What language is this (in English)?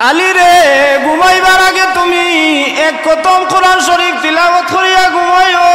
Sylheti